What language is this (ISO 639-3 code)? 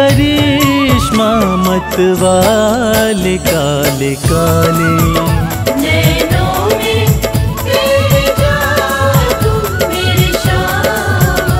hin